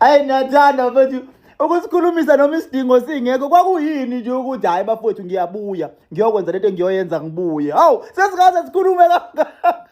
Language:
Zulu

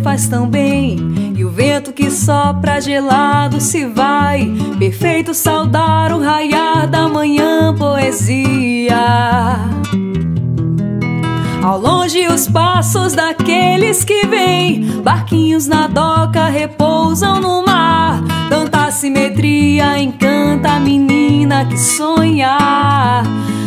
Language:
Portuguese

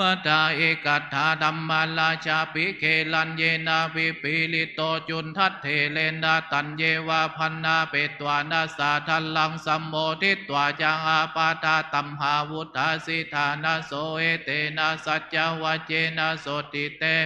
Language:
Pali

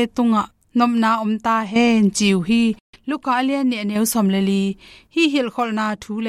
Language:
Tedim Chin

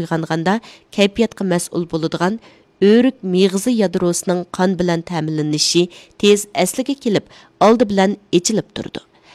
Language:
Uyghur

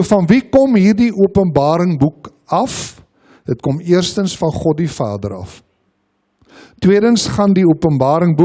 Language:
Afrikaans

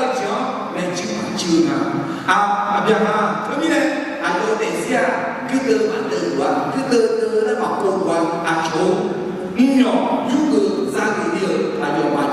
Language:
Akha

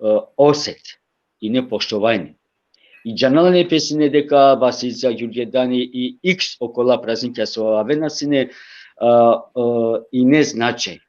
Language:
Balkan Romani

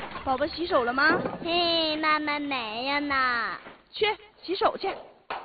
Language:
Chinese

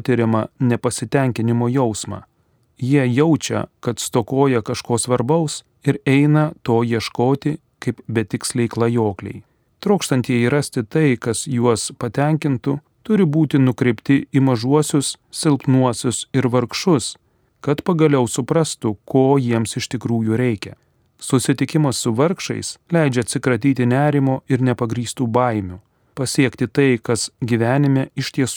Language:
Lithuanian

